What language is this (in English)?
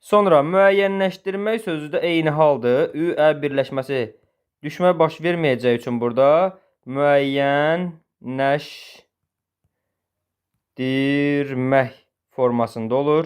Azerbaijani